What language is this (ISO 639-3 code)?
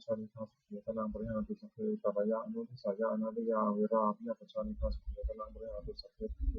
pli